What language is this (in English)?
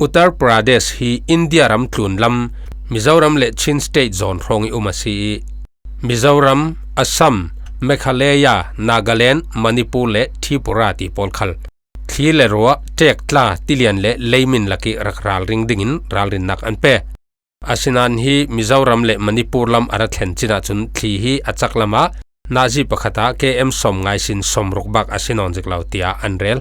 Falam Chin